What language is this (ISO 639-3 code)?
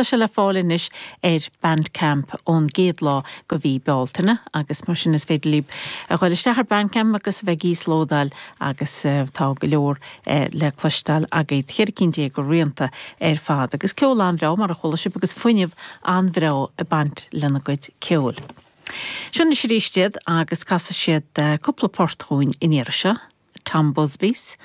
gle